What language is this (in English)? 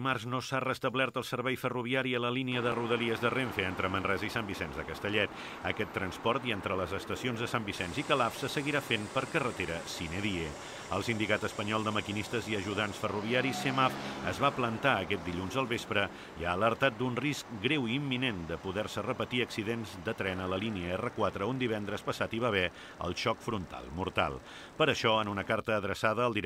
Catalan